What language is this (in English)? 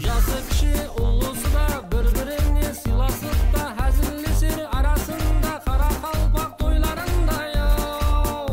Kara-Kalpak